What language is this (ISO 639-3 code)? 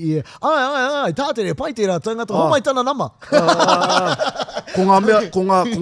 mri